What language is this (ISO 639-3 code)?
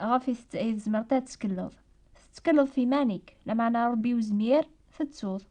kab